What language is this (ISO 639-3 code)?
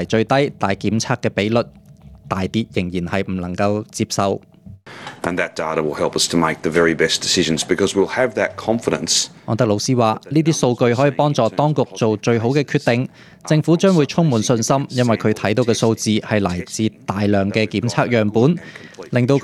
yue